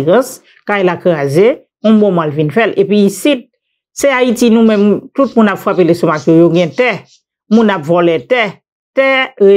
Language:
Haitian Creole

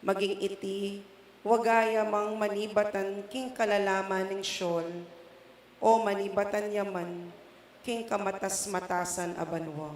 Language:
Pampanga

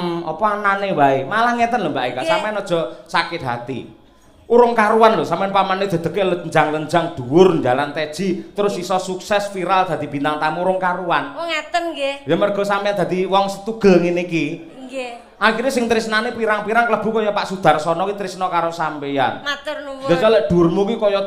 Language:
Javanese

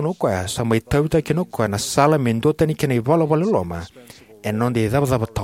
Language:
Fijian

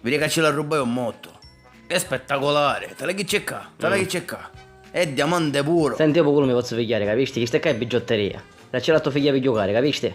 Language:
Sicilian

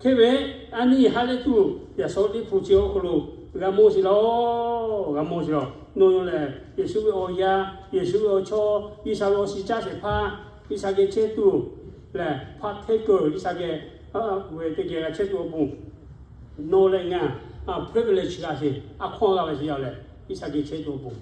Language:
Lahu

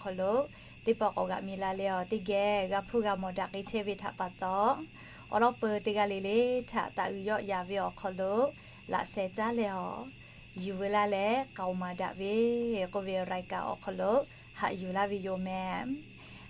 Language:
Lahu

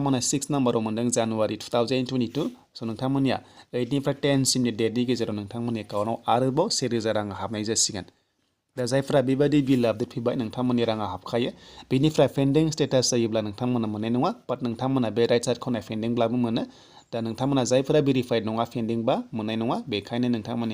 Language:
Bodo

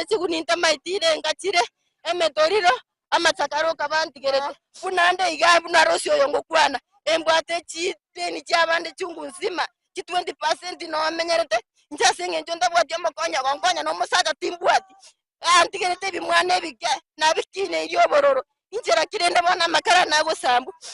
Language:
Gusii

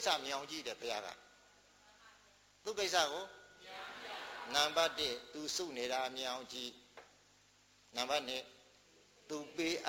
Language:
Burmese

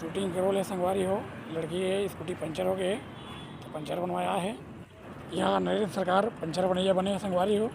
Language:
Chhattisgarhi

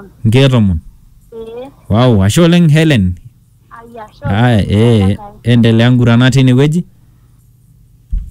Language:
Masai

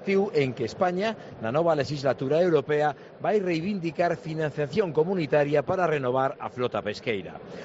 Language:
Galician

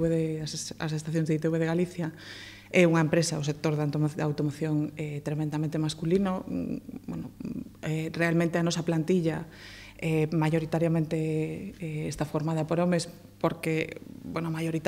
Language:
Galician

